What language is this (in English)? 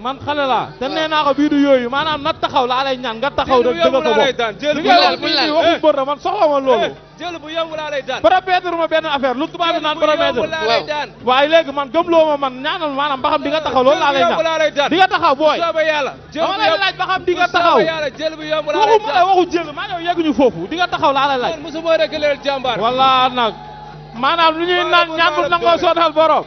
Wolof